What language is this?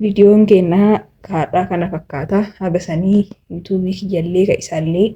Oromo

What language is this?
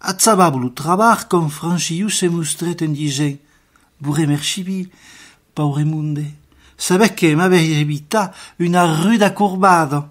Occitan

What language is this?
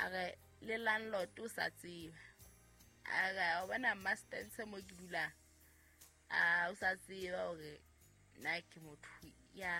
Southern Sotho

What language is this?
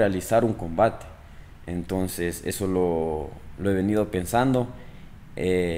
Spanish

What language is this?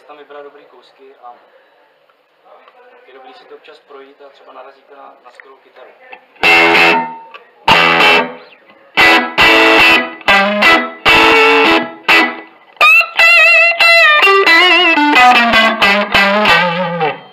Czech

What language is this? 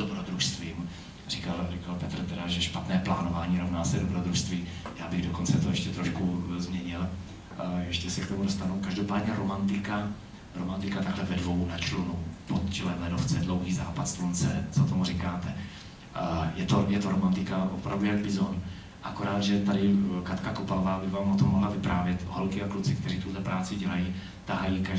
Czech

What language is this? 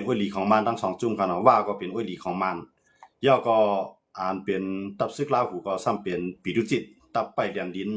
Shan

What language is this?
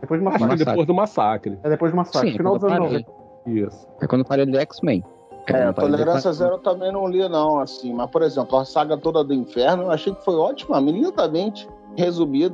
Portuguese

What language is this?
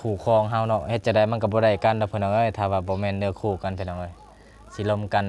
Lao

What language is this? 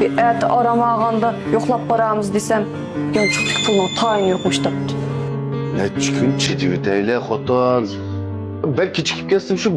Uyghur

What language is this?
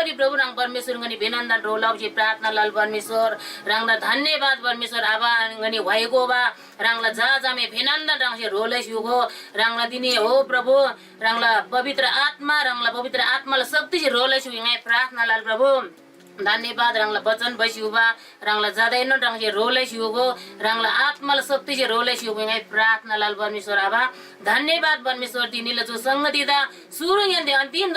Eastern Tamang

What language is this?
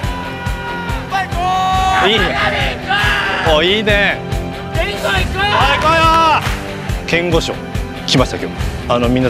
Japanese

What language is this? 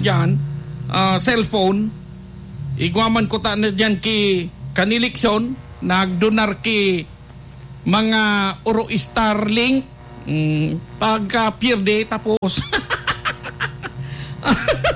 Bikol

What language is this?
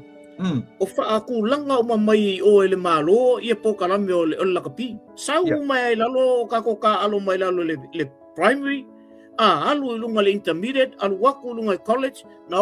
Samoan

